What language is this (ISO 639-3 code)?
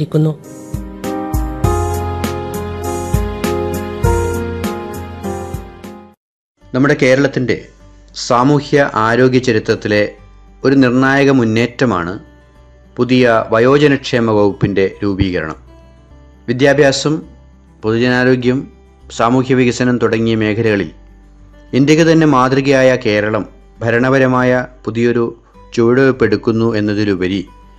mal